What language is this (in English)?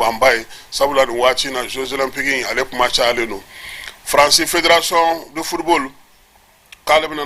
Bambara